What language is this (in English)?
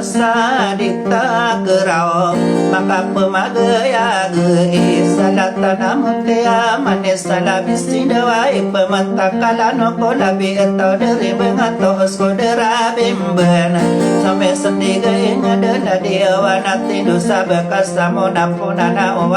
Maranao